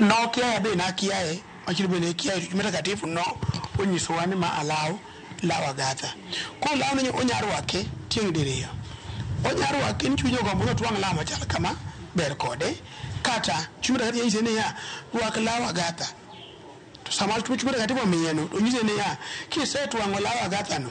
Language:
Luo (Kenya and Tanzania)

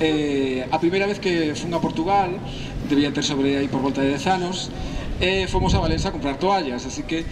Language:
Galician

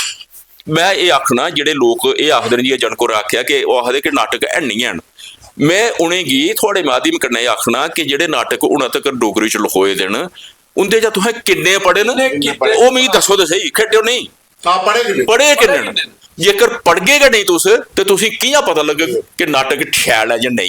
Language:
Dogri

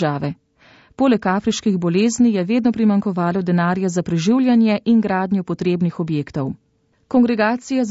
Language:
Slovenian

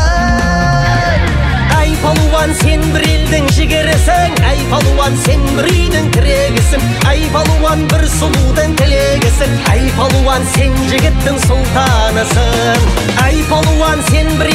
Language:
Kazakh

